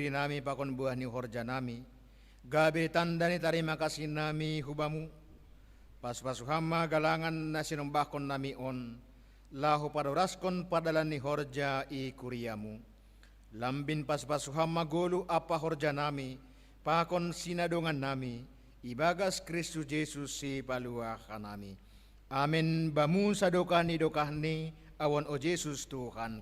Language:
Batak Simalungun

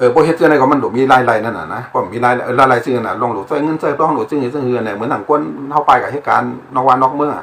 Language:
Shan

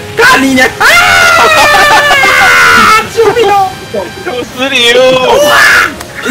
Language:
Chinese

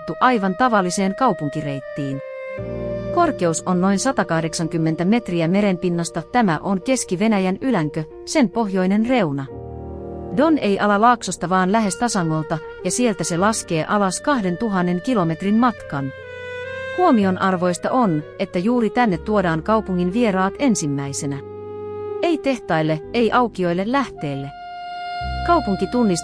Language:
Finnish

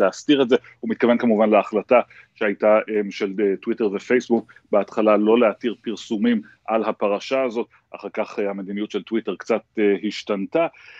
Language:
Hebrew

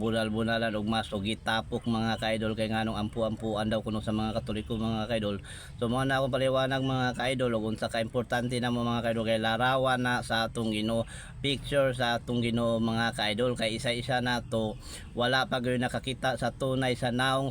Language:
Cebuano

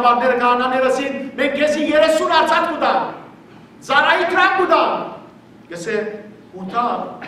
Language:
Western Armenian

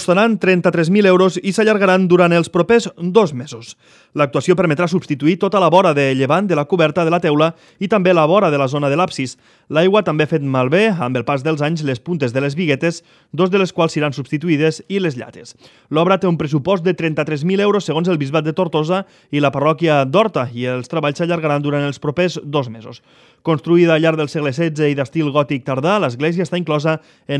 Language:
Catalan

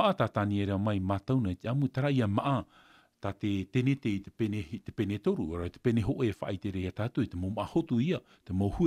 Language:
Tahitian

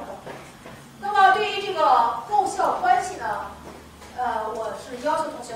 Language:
Chinese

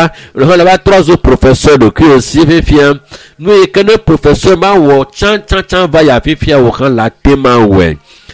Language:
Ewe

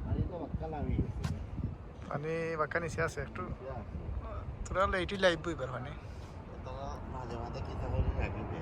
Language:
Sylheti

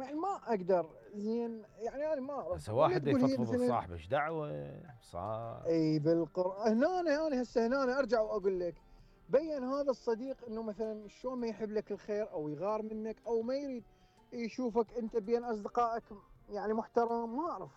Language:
Mesopotamian Arabic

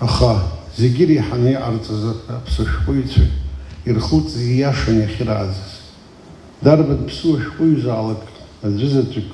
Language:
Abkhazian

